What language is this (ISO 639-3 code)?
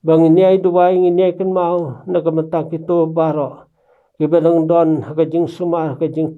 kha